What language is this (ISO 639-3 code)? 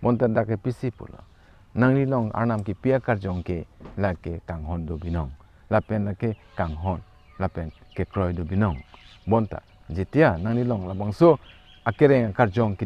mjw